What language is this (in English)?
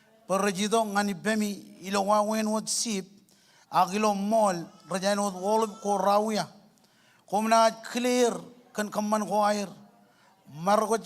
Marshallese